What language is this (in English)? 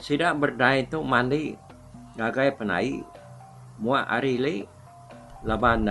Iban